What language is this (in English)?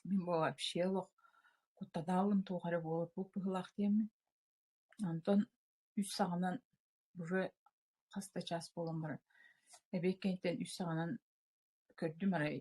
Yakut